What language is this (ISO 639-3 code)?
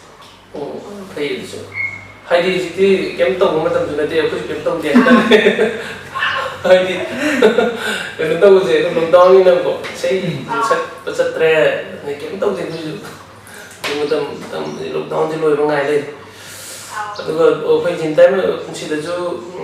mni